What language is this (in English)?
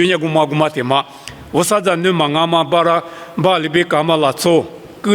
Lisu